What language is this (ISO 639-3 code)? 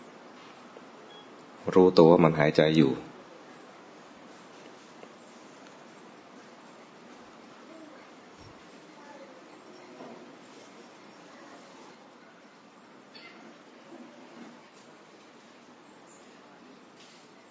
tha